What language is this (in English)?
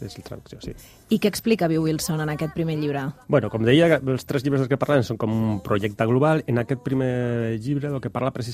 Catalan